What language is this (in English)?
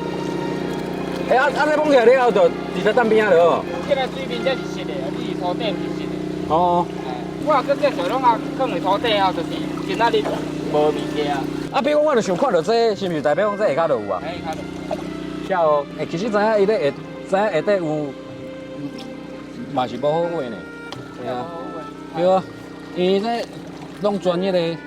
Min Nan Chinese